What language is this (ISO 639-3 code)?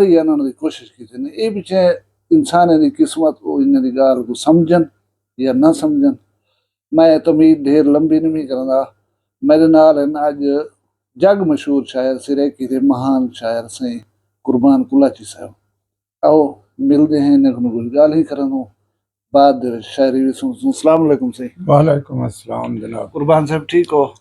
skr